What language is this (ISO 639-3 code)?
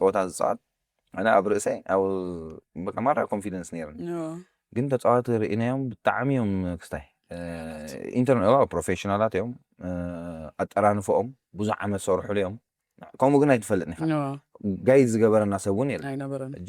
tir